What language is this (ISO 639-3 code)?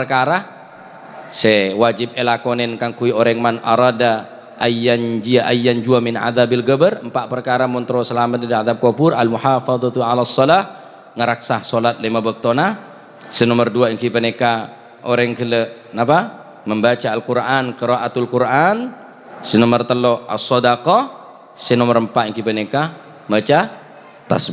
mad